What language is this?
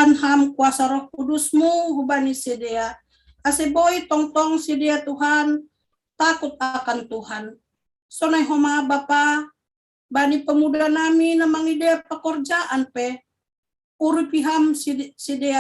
Batak Simalungun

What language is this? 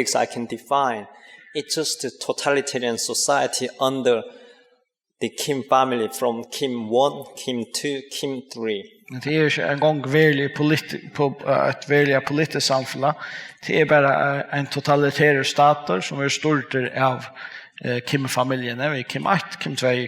Faroese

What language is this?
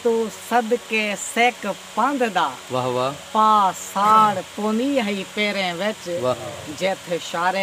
Saraiki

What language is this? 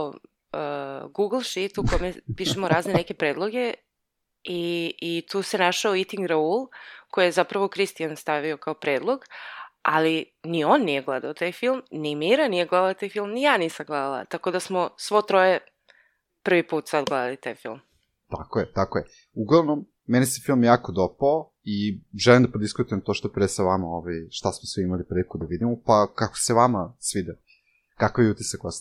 Serbian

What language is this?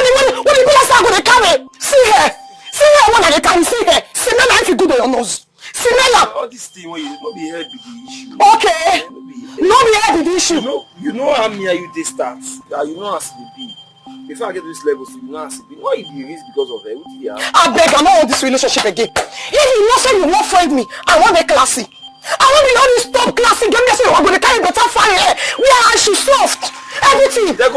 Nigerian Pidgin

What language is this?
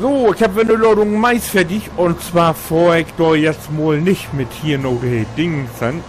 Low German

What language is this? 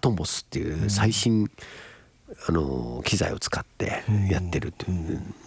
Japanese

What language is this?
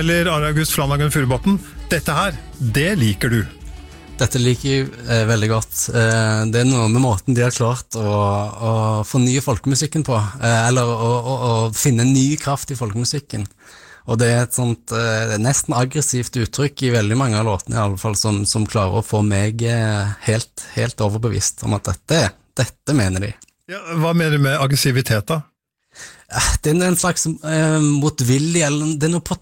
Norwegian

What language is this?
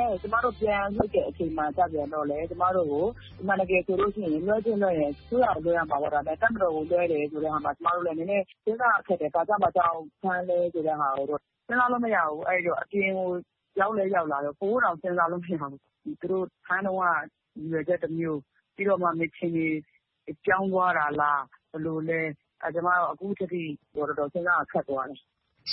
Burmese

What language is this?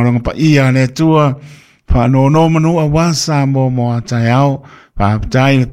Samoan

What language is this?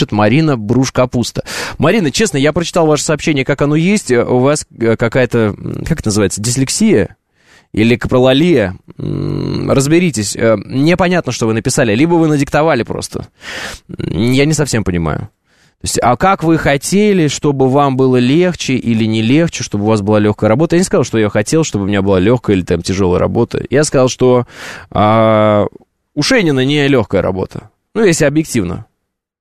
Russian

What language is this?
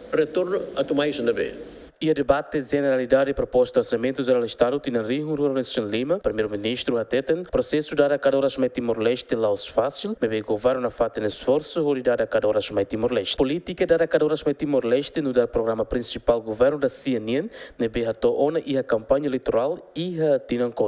Tetum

